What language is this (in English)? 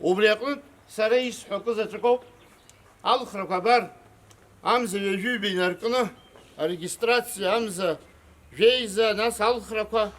Abkhazian